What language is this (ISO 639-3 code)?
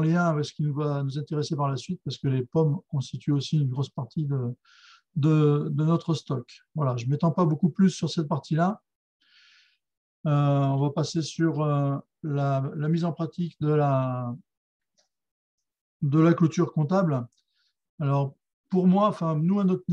fra